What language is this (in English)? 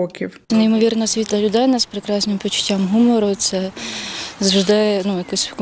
Ukrainian